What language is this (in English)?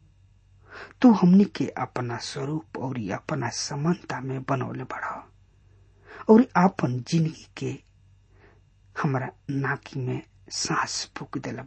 Bhojpuri